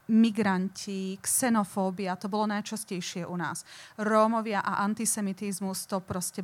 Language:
Slovak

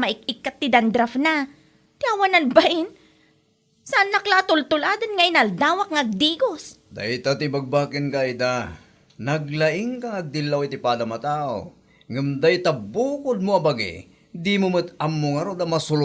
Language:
Iloko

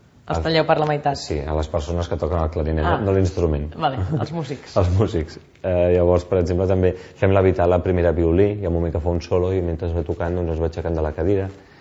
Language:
Catalan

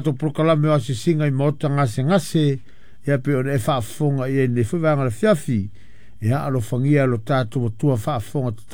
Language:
Samoan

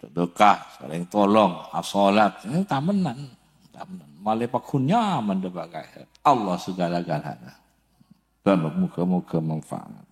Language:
Madurese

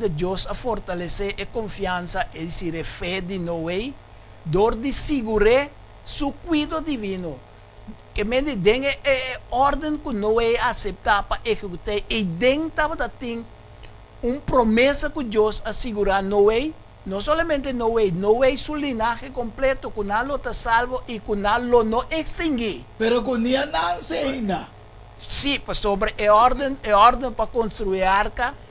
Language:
Papiamento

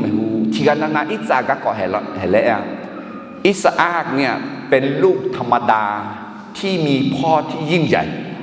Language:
Akha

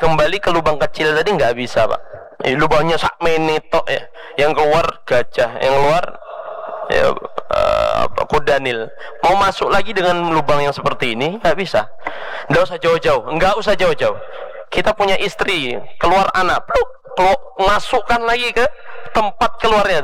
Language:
Indonesian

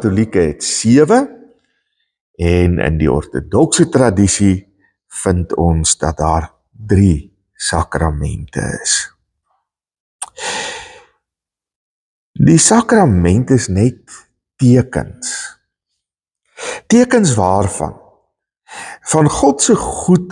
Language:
Afrikaans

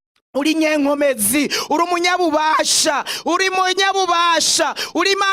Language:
Rundi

